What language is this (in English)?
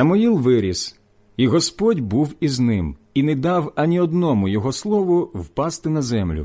Ukrainian